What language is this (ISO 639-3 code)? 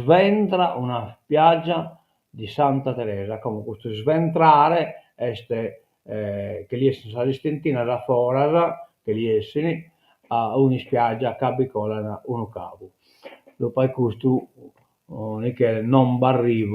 srd